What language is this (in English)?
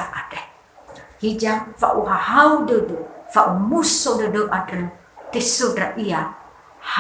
Nias